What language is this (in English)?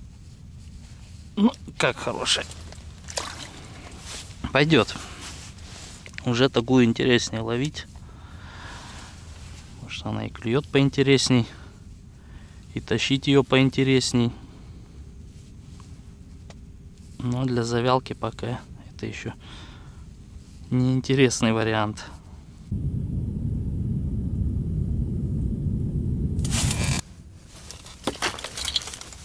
Russian